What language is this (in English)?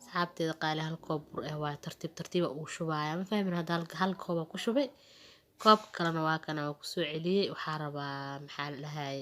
Somali